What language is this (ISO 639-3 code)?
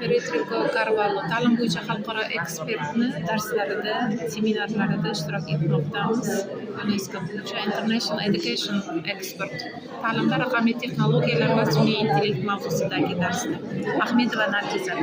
uzb